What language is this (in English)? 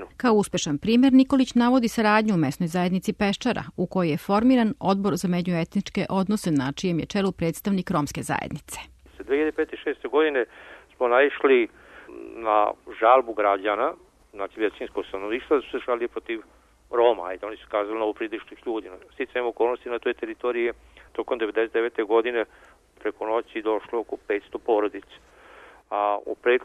Serbian